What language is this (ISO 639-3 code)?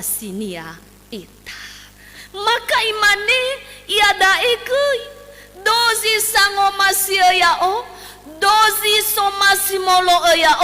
nia